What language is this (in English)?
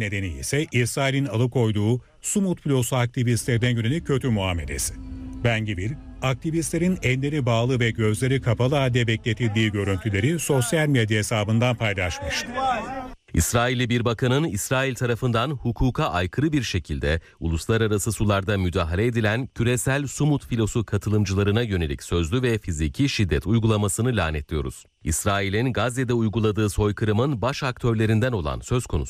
Turkish